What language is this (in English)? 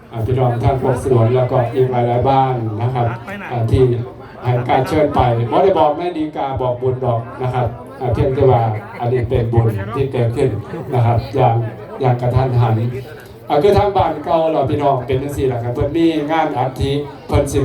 Northeastern Thai